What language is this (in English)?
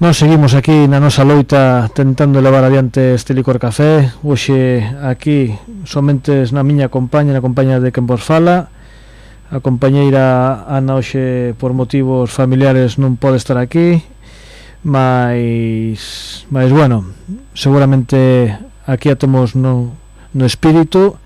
Galician